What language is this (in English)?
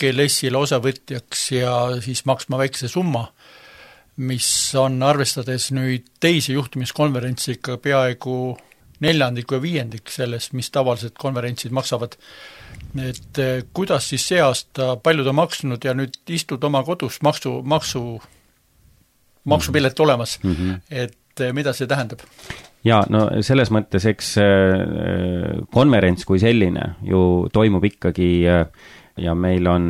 Estonian